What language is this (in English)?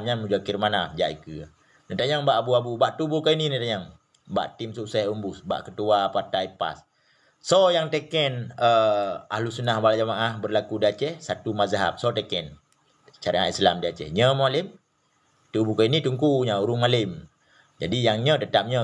Achinese